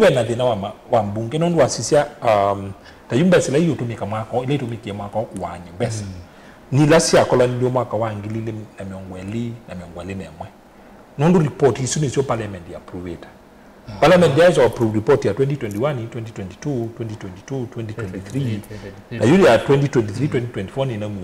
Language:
Kamba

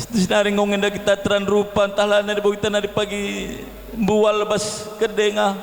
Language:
Batak Karo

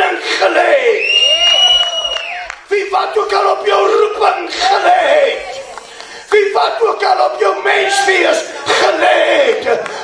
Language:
Afrikaans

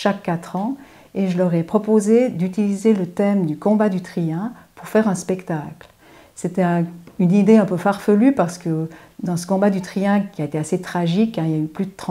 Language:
French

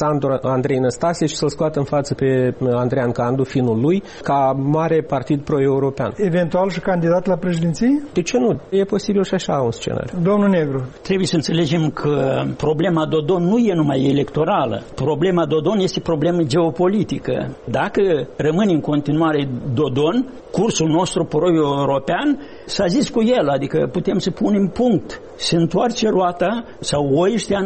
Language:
Romanian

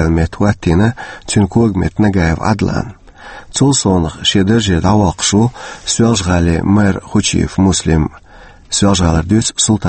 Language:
Chechen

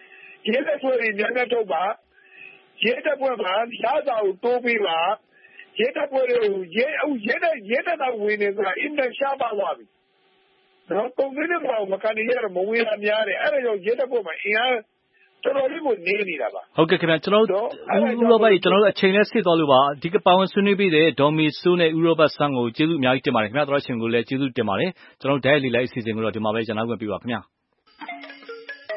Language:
Burmese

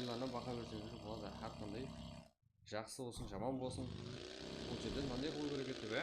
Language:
Kara-Kalpak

